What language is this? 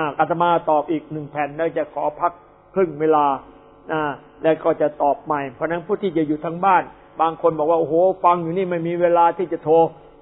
Thai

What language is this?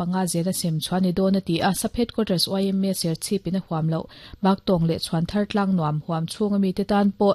Mizo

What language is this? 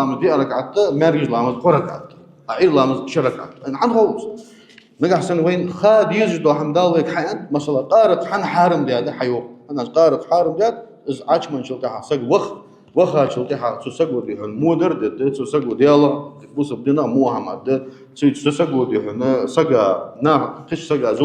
Ingush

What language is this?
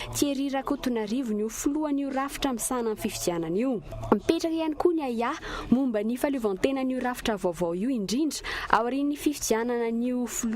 Malagasy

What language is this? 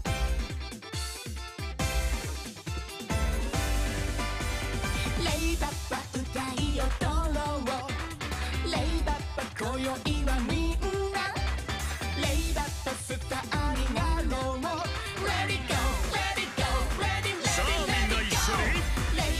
Japanese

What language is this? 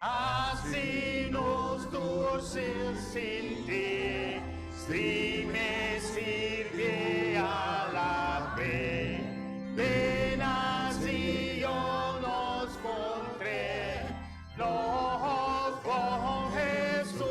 Papiamento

